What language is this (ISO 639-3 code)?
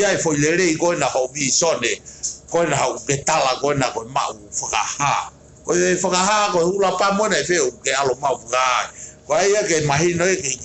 ton